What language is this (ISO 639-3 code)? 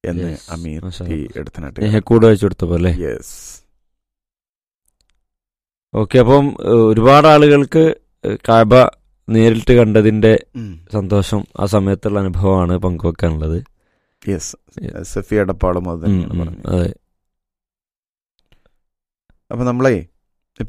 mal